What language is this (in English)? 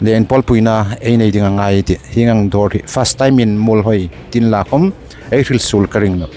Hmar